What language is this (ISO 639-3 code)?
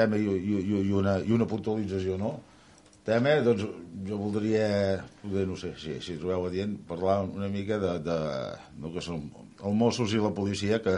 cat